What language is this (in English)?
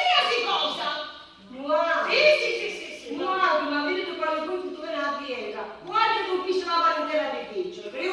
Sicilian